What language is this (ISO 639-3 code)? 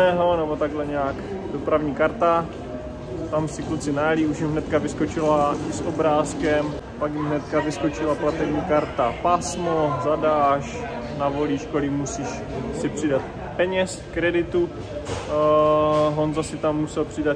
ces